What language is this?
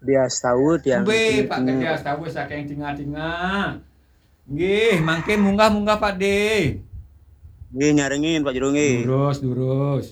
Balinese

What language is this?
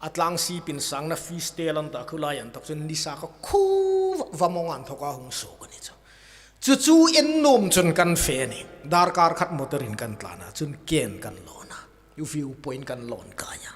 Hmar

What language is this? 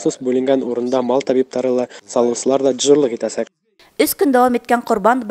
Bashkir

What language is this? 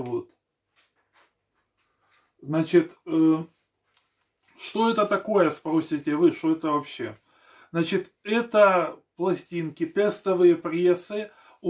Russian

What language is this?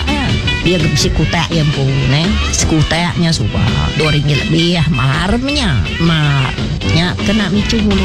Malay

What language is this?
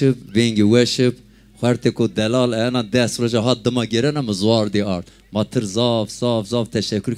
Zaza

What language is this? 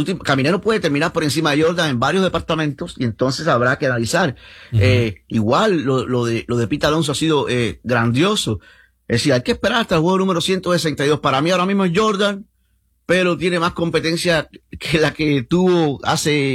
Spanish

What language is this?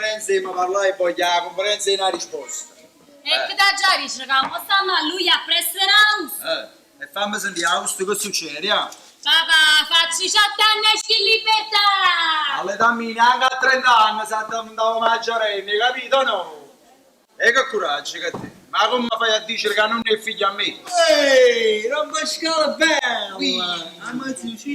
Neapolitan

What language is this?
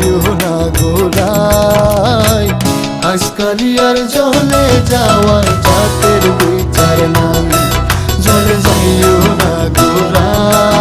Bangla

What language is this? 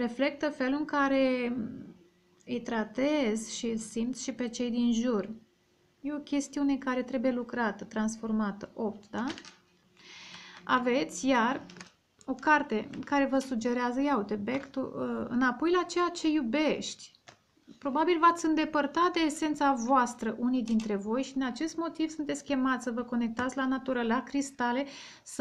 Romanian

